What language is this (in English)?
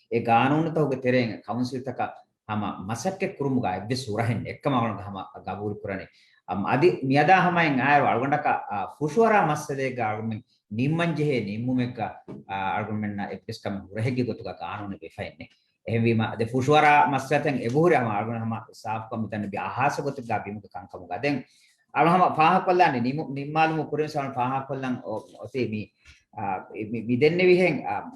Divehi